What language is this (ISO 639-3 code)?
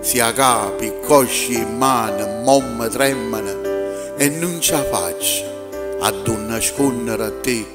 nap